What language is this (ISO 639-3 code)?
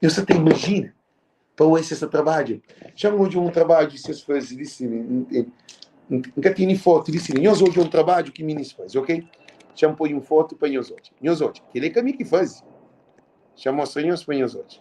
kea